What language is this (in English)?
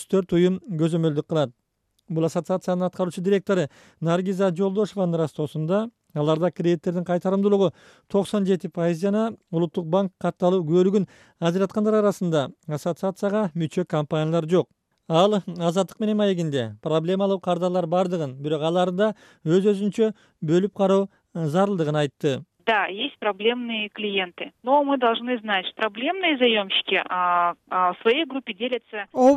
Kyrgyz